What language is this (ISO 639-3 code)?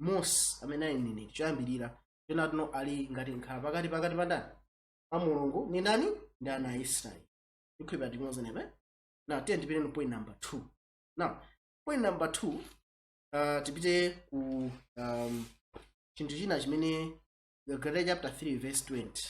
nya